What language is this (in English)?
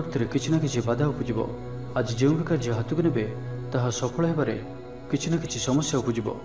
Odia